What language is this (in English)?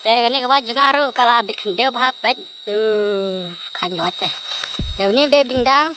Khasi